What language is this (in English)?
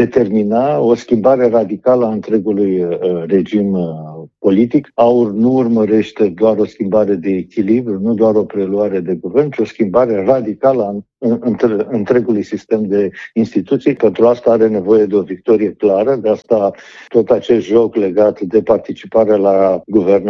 Romanian